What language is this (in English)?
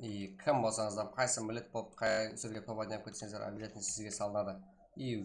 Kara-Kalpak